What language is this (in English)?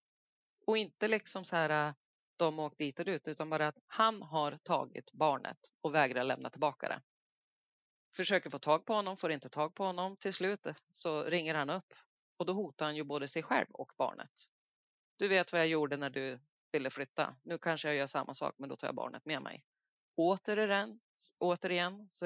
Swedish